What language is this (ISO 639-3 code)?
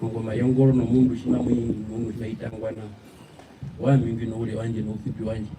her